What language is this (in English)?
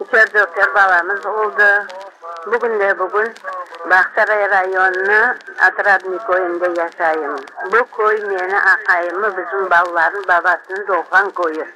Crimean Tatar